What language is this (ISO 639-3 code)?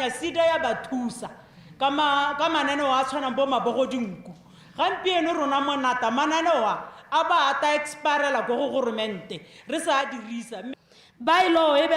tsn